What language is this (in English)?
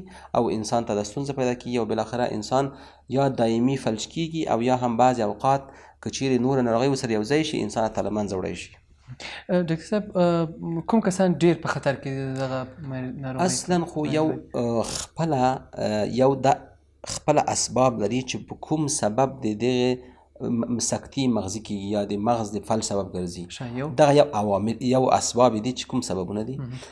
Pashto